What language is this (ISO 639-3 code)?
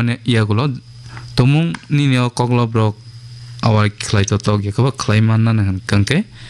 trp